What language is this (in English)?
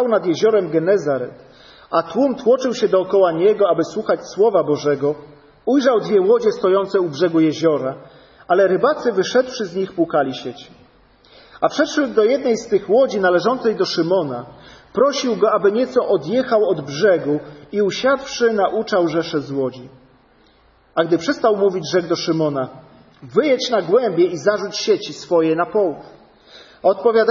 Polish